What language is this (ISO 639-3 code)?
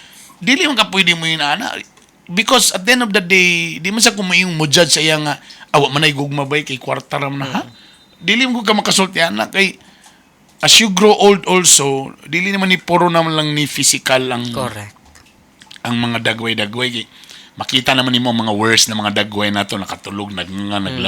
ceb